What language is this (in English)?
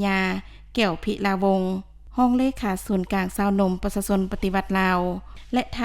Lao